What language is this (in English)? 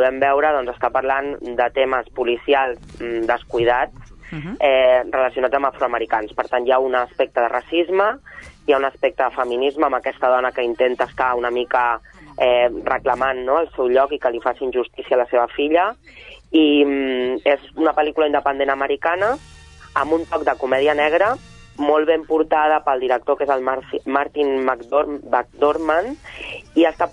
Catalan